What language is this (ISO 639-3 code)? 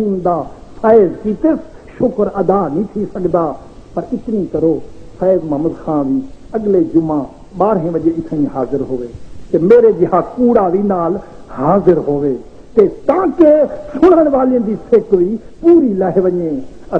skr